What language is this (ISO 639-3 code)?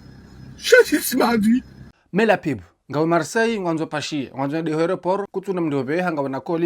zdj